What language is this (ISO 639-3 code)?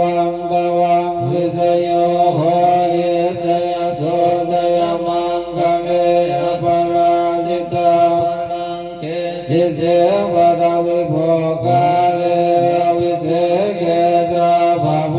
pli